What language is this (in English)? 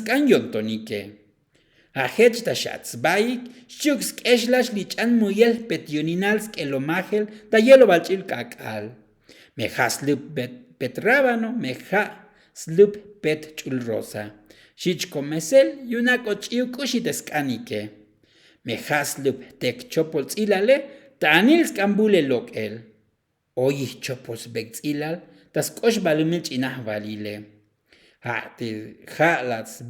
Tzotzil